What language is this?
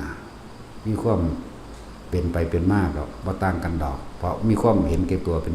Lao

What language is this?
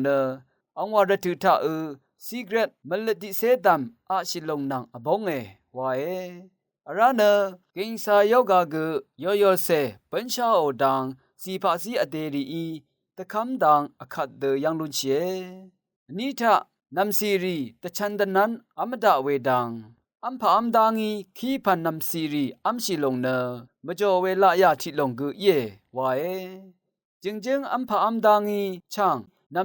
Rawang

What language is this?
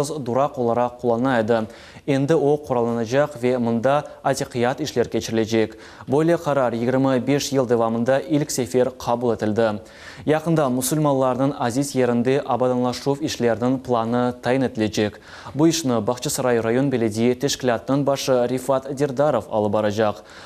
Crimean Tatar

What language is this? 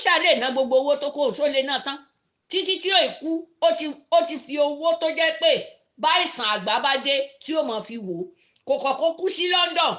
Yoruba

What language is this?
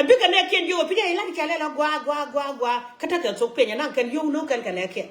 Nuer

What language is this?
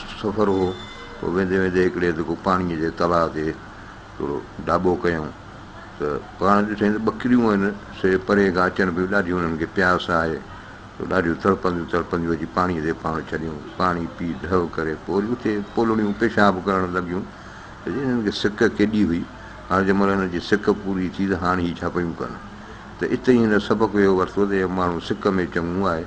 Sindhi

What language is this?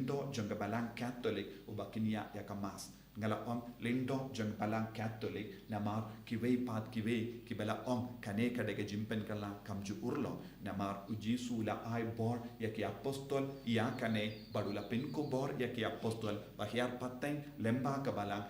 Khasi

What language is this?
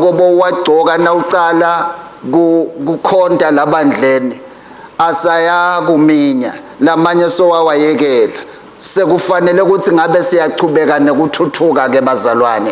Swati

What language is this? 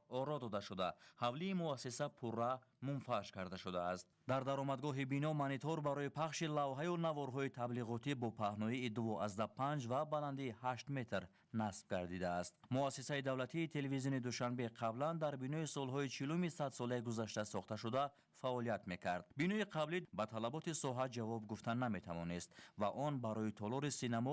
Tajik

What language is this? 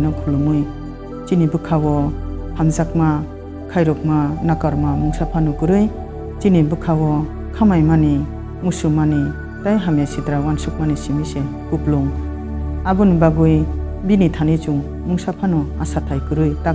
Kok Borok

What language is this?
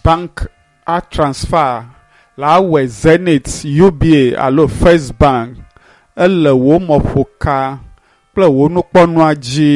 Ewe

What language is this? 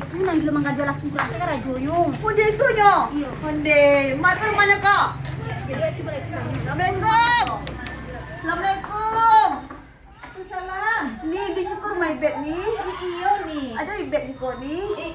Minangkabau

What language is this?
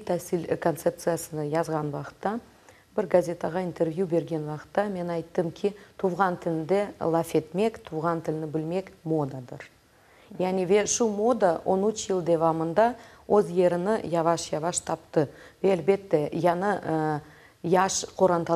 Crimean Tatar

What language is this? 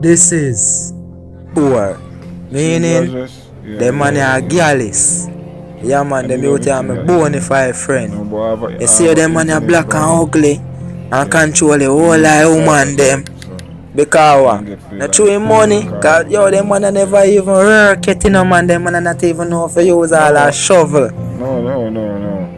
Jamaican Creole English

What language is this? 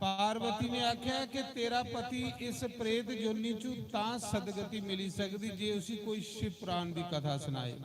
Dogri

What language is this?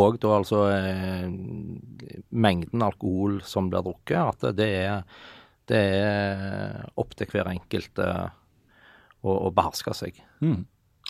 Norwegian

